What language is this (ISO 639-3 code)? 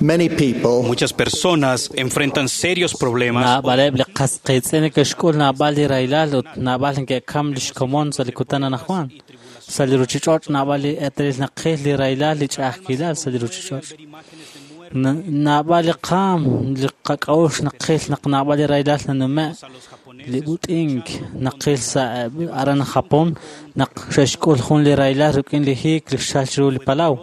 kek